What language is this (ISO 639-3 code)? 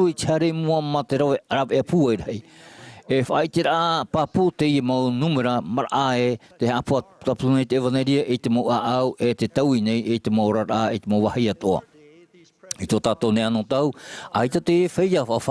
tah